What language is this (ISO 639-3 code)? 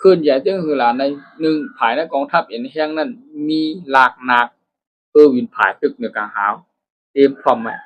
shn